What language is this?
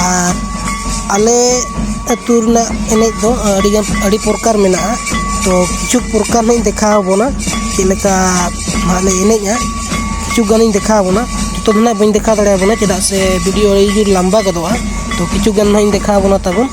Santali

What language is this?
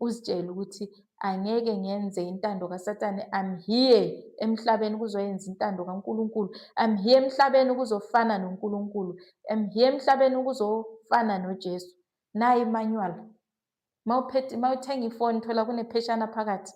Zulu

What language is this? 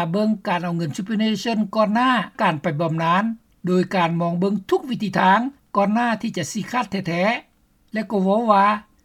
Lao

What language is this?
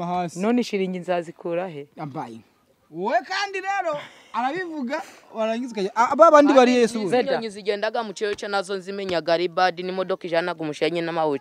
Kinyarwanda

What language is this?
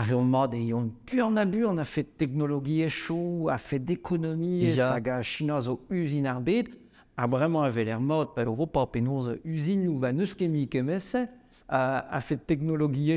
Breton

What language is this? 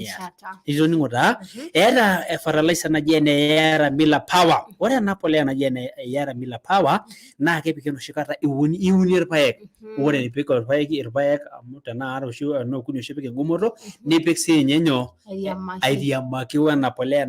Masai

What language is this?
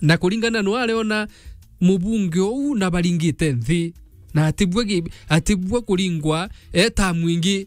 Meru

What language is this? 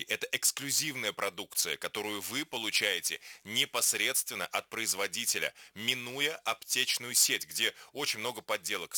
Russian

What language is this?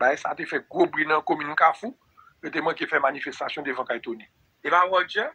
Haitian Creole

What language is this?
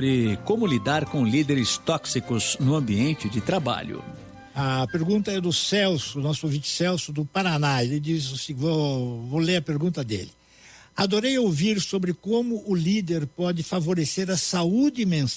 Portuguese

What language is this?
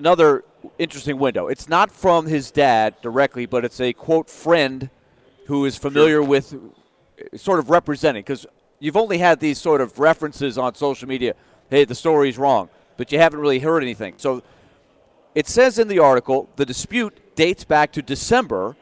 English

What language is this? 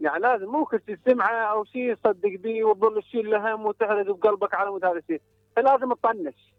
Mesopotamian Arabic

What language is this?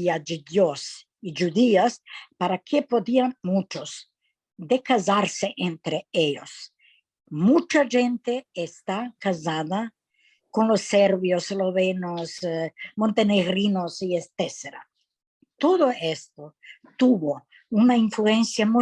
Ladino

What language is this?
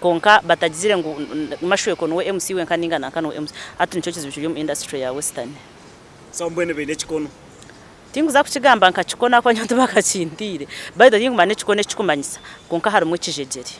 Nyankole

